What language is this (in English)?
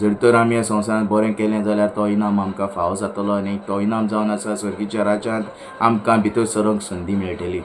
Konkani